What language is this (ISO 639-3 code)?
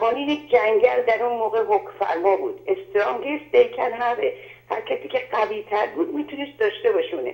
fas